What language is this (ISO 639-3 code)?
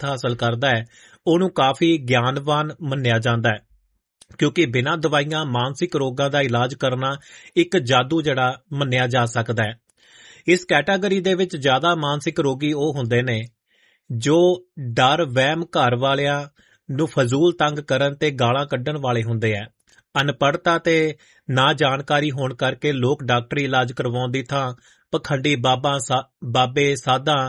pan